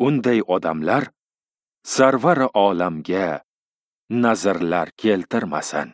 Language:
Uzbek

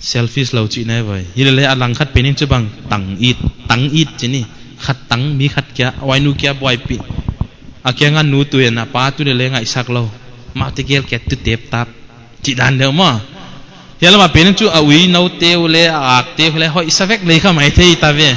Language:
Paite Chin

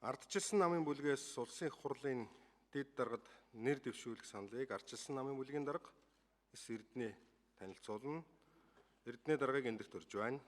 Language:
Mongolian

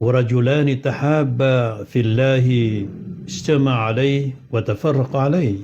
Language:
Maranao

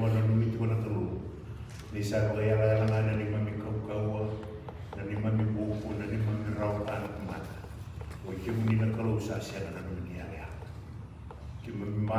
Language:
Fijian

